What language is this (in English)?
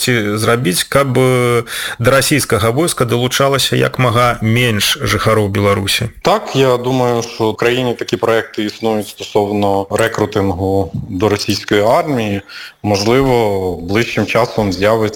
Ukrainian